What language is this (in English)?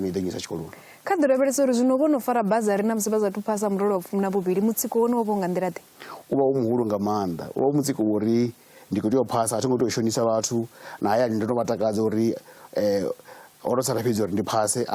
Venda